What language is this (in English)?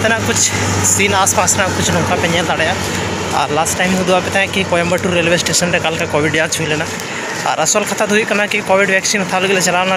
Santali